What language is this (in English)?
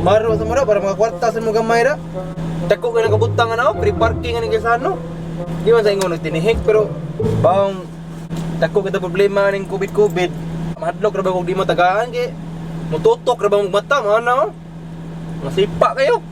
Cebuano